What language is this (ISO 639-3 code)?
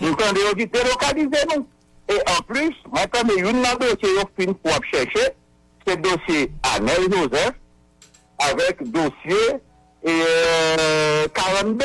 hat